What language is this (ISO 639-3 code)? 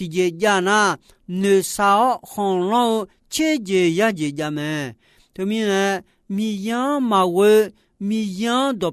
ahk